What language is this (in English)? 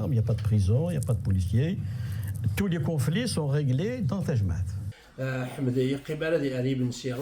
Kabyle